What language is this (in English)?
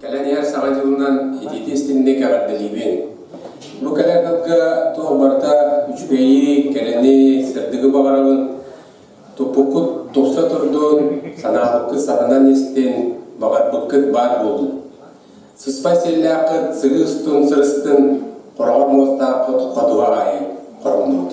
Yakut